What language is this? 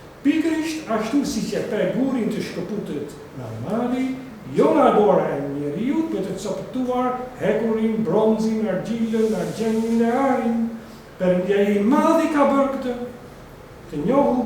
Albanian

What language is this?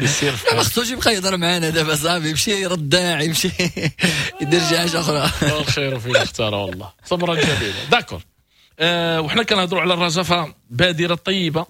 Moroccan Arabic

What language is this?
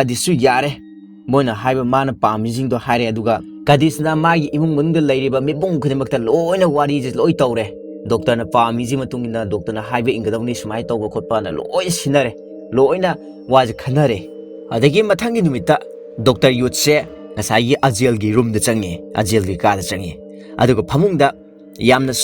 Manipuri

